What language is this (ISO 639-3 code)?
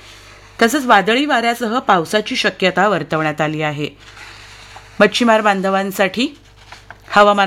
mar